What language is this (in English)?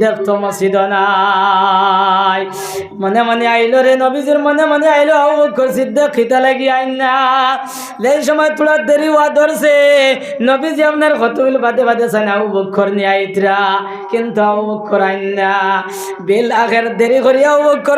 Sylheti